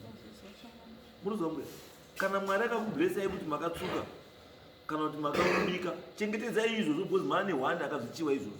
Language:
Shona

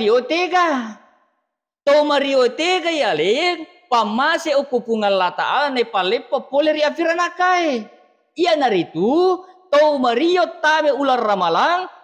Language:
Buginese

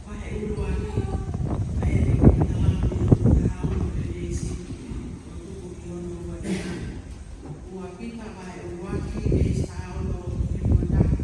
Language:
Tongan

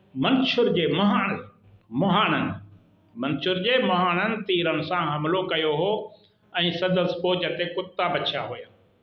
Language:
Sindhi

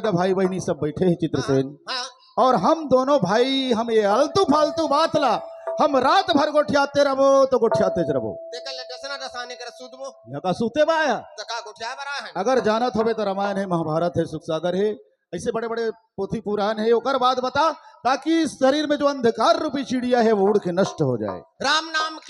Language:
Chhattisgarhi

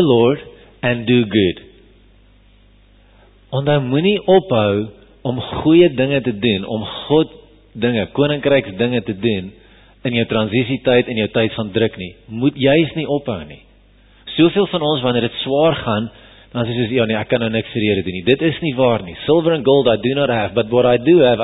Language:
Afrikaans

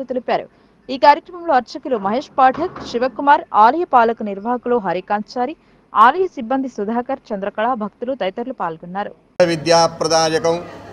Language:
Telugu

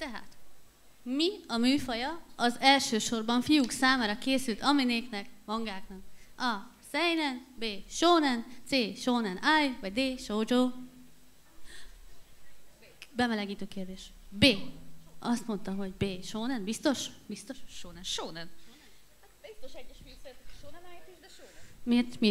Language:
Hungarian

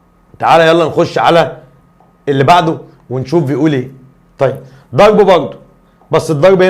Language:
Egyptian Arabic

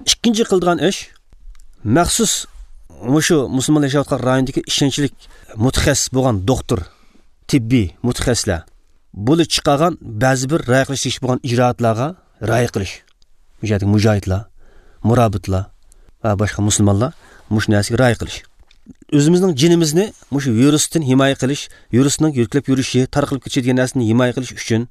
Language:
Uyghur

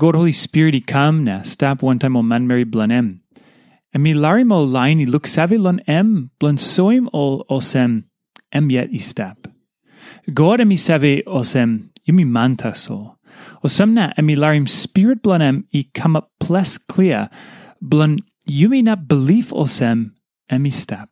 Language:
Tok Pisin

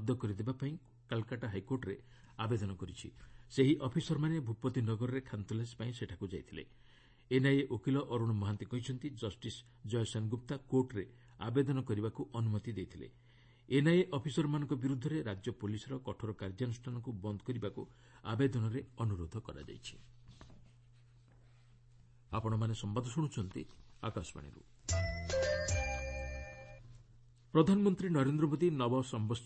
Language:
Odia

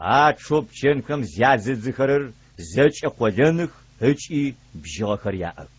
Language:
Adyghe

